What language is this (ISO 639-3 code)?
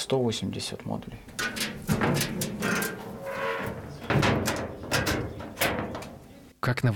rus